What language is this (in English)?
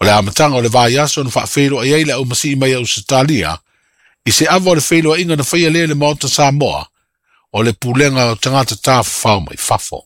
Samoan